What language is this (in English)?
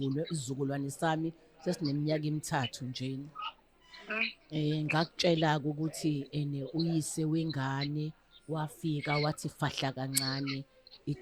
Zulu